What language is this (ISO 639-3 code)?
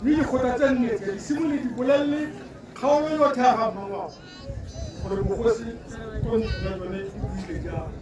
tsn